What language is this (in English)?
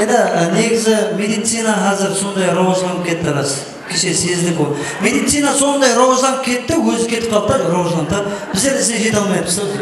Kara-Kalpak